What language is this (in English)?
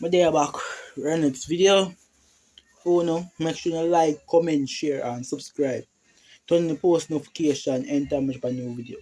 Jamaican Creole English